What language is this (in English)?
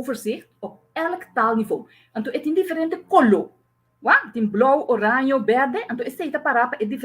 Papiamento